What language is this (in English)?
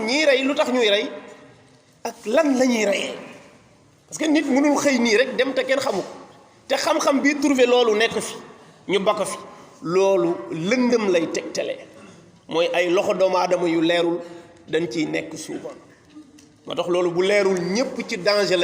Wolof